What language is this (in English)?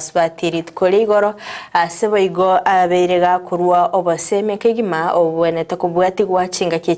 Gusii